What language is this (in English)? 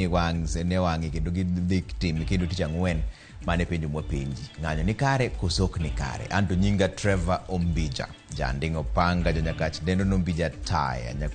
Luo (Kenya and Tanzania)